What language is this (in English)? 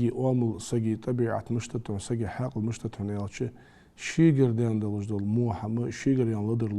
Ingush